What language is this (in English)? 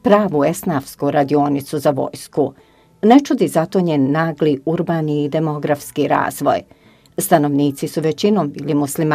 Bosnian